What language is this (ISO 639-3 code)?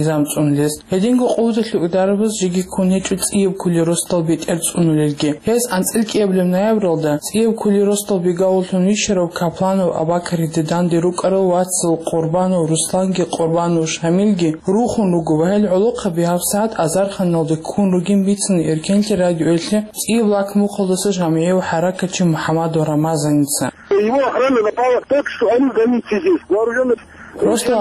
ava